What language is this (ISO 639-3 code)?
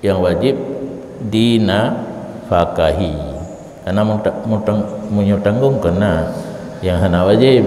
ace